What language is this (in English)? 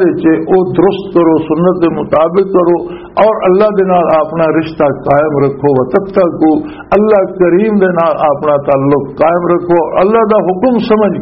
Western Panjabi